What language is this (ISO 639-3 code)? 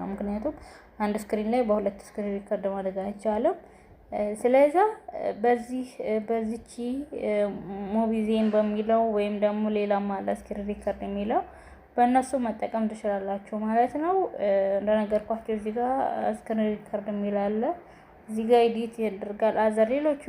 amh